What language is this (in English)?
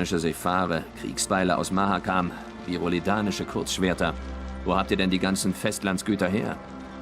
Swiss German